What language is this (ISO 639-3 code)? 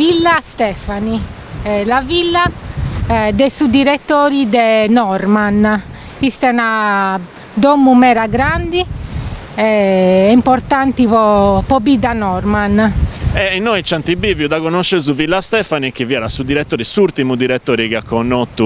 srd